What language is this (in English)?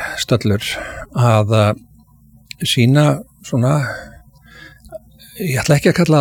Icelandic